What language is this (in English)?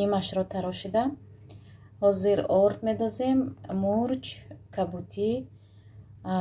Tajik